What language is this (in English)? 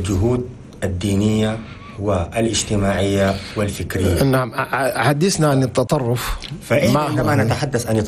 Chadian Arabic